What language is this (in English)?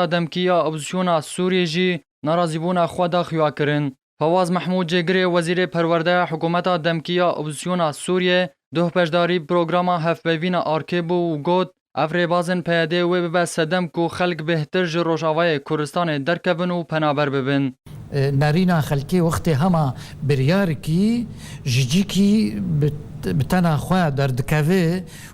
Kurdish